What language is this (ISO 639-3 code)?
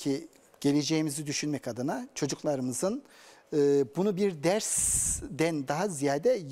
tur